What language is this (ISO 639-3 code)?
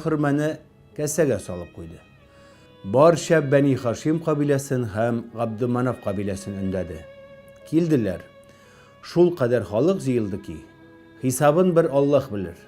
tat